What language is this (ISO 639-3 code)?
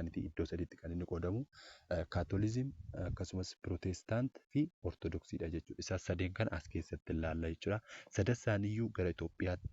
orm